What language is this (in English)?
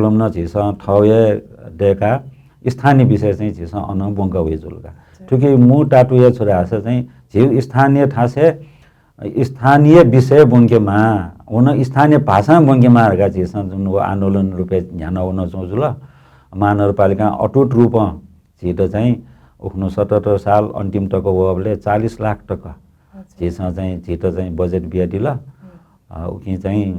Newari